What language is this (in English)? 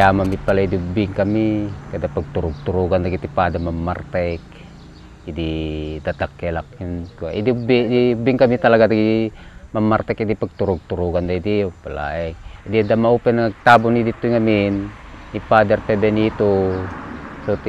Iloko